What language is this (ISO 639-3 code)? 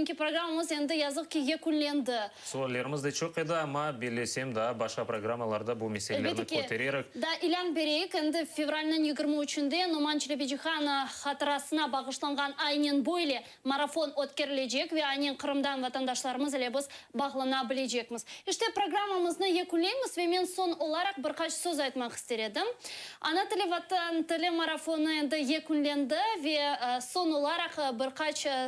crh